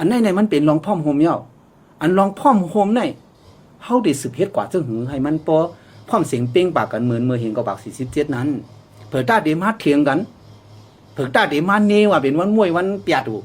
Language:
Shan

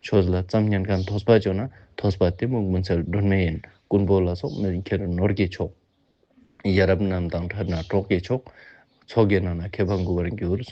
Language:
Ladakhi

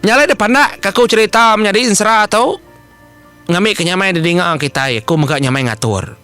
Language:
Iban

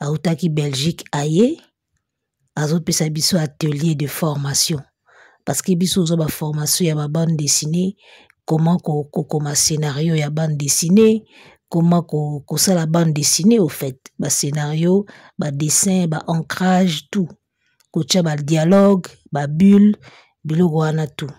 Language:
Lingala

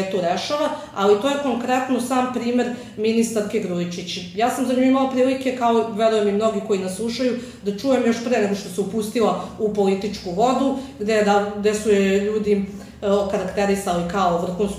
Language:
Serbian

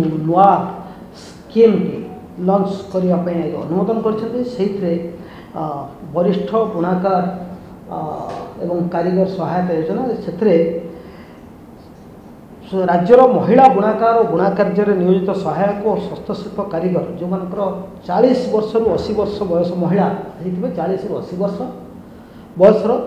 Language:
Odia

